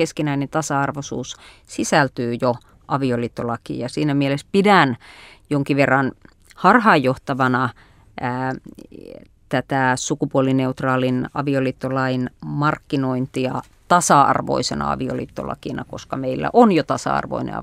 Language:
Finnish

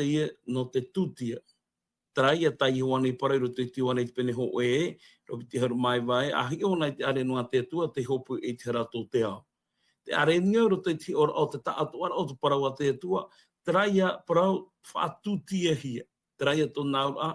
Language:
Tahitian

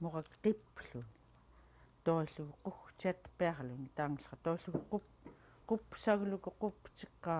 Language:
Central Yupik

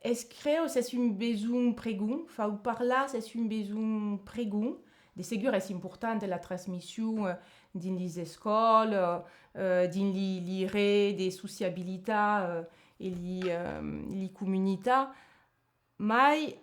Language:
Occitan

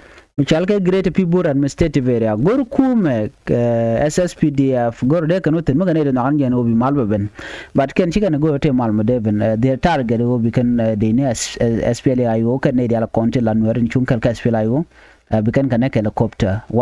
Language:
Nuer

